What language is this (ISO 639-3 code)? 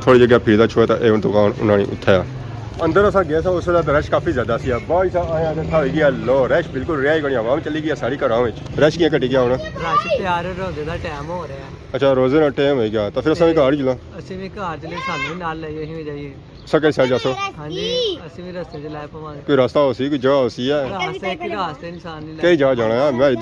phr